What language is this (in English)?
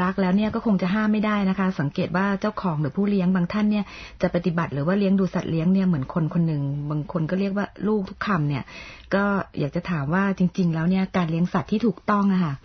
Thai